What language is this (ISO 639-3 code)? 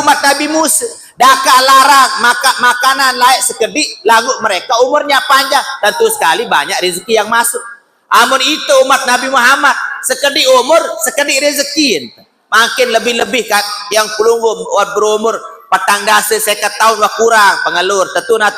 sas